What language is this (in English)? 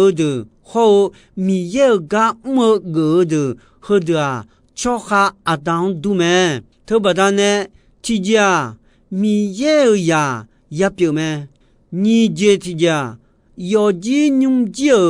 Akha